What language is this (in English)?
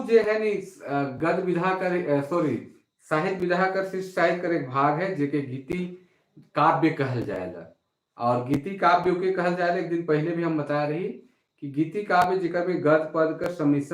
Sadri